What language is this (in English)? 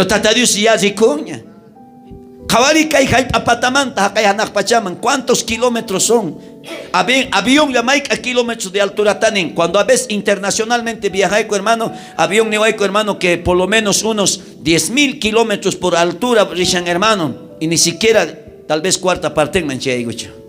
South Bolivian Quechua